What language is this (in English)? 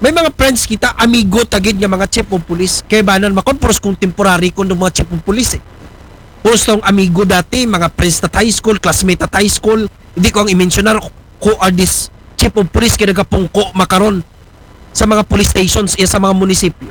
Aklanon